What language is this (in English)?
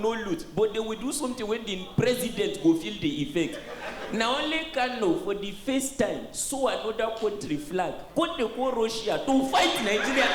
Nigerian Pidgin